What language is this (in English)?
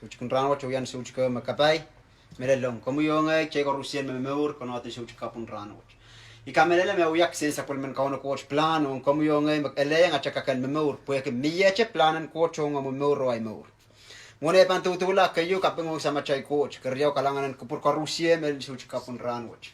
Pohnpeian